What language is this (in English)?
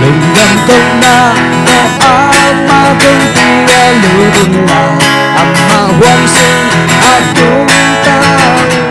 Tedim Chin